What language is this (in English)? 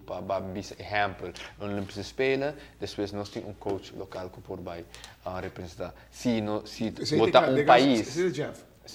Papiamento